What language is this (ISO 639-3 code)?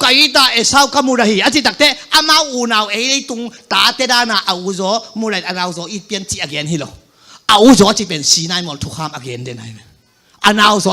ctd